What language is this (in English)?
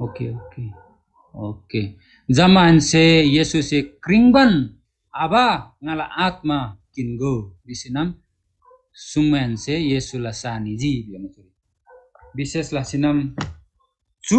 Eastern Tamang